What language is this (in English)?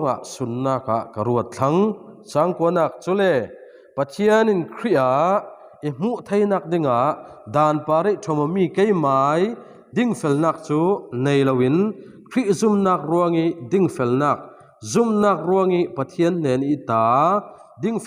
Falam Chin